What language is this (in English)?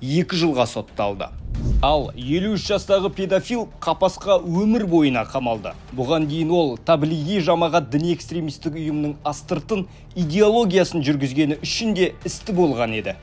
Kazakh